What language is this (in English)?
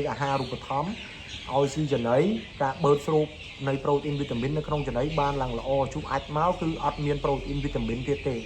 Khmer